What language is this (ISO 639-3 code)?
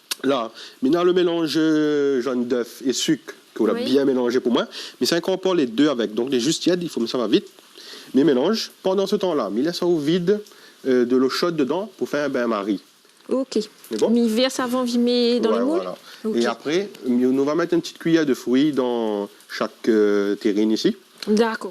rcf